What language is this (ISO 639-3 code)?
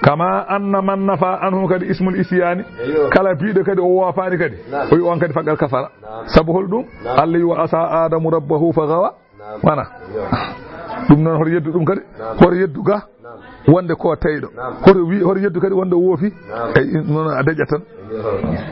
ful